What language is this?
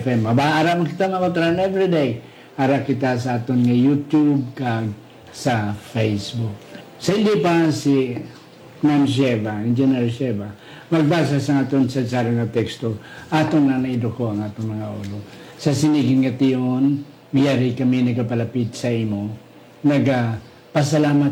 Hiligaynon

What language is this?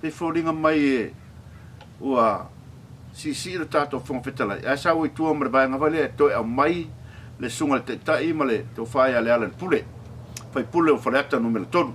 Samoan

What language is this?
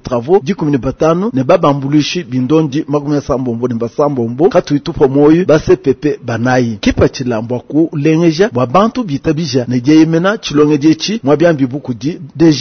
Luba-Lulua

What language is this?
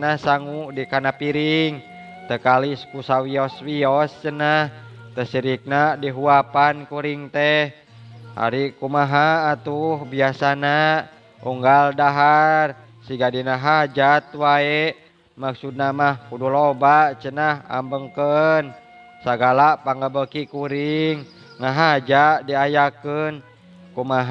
Sundanese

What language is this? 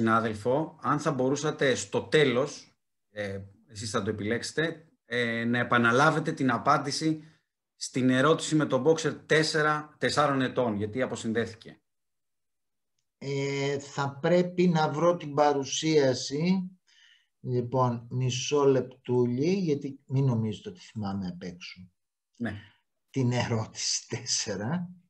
Greek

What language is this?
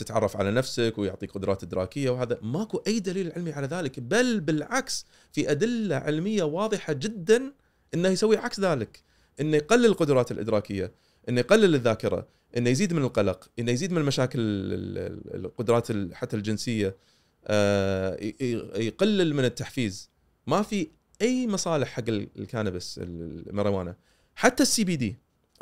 Gulf Arabic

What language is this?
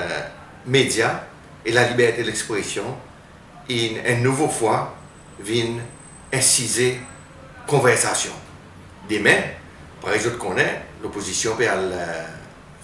Seselwa Creole French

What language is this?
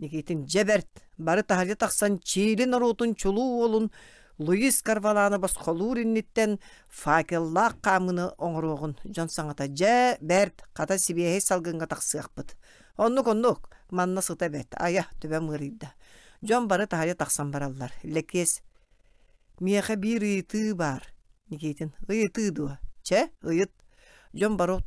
Yakut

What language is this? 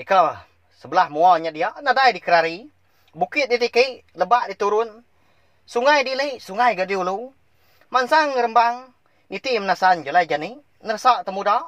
Iban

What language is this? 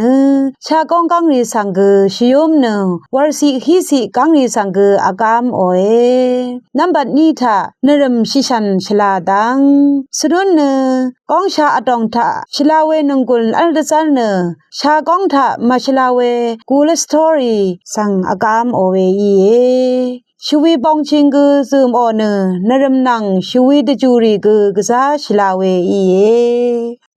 Rawang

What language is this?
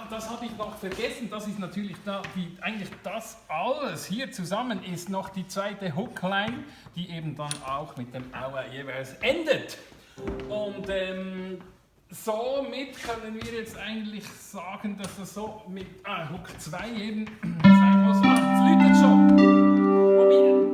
Swiss German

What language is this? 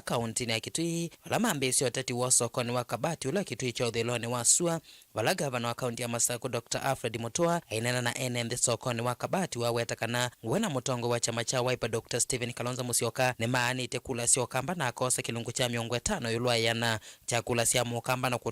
Kamba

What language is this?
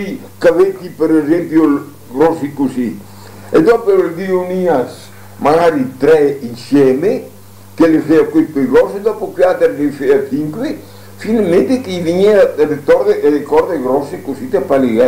Venetian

